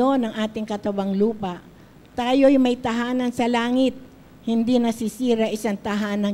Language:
Filipino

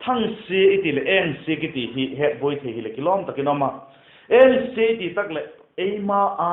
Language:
Vaiphei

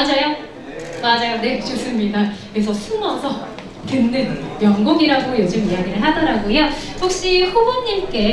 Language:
Korean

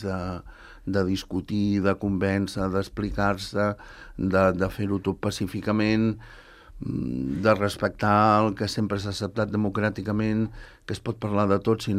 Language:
Catalan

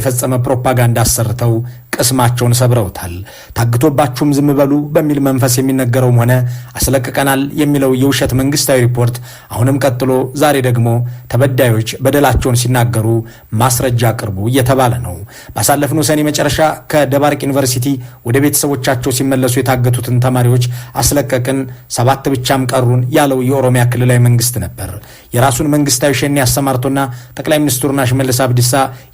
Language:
Amharic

